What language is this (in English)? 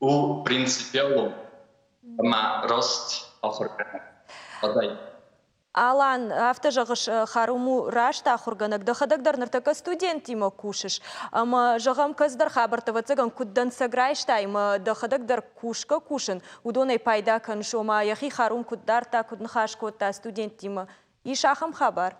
Ossetic